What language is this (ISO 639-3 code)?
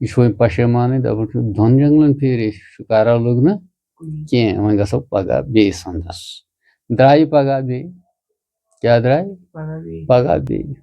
kas